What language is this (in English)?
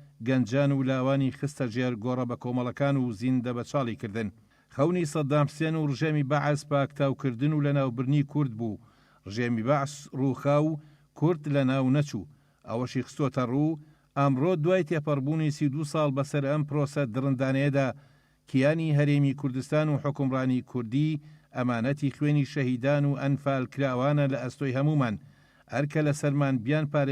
Central Kurdish